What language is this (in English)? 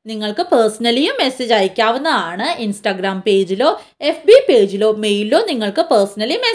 Malayalam